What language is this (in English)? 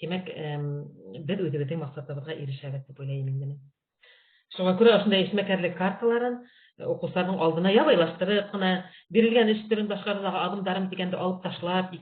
Bashkir